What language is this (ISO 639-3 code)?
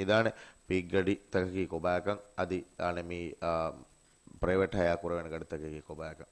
div